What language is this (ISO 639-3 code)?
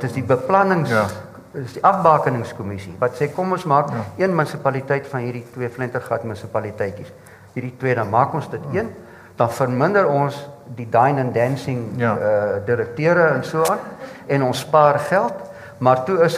afr